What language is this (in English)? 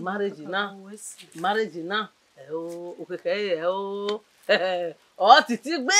Bini